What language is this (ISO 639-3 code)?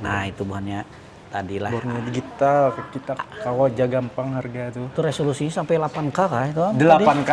bjn